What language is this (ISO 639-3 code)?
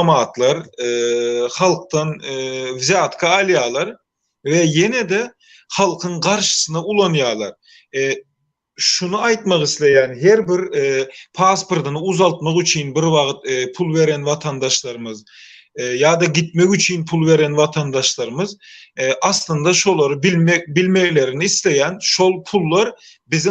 tuk